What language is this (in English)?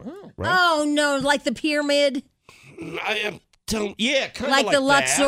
English